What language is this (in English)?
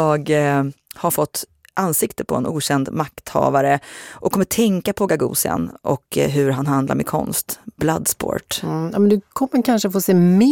Swedish